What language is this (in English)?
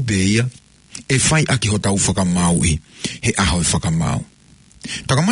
Tongan